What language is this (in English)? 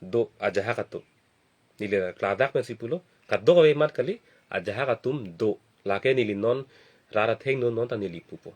Karbi